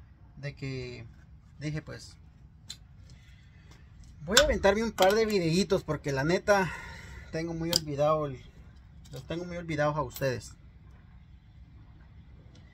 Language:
Spanish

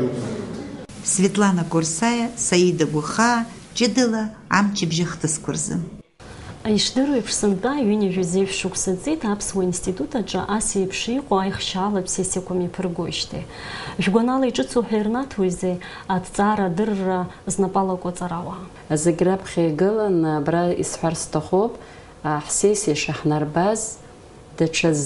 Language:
Abkhazian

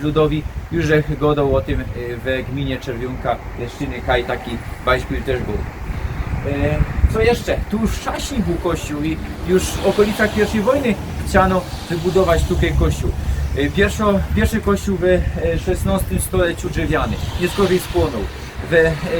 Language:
Silesian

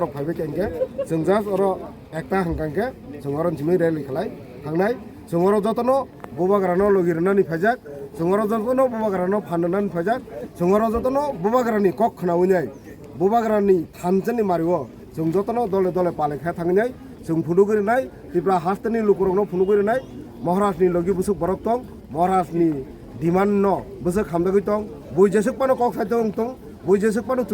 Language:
Kok Borok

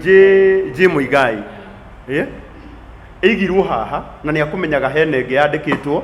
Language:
Kikuyu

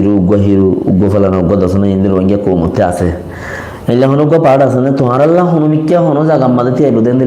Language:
Rohingya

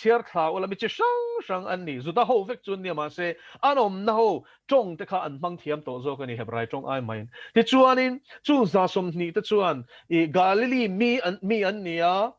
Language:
Mizo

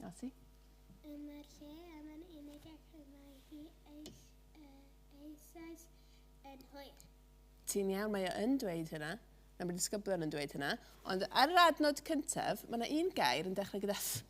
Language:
Welsh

